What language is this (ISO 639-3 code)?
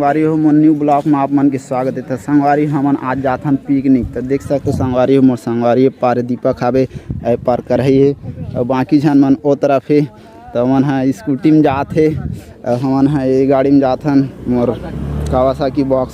hne